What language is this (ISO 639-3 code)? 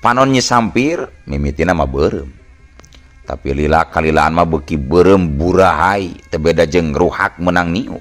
sun